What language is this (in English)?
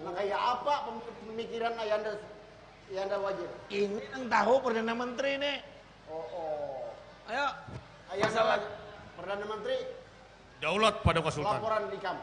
Banjar